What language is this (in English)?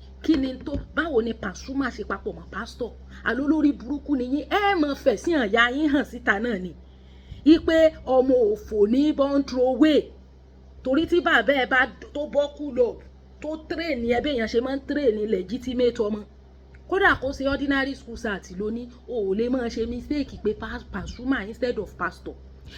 Yoruba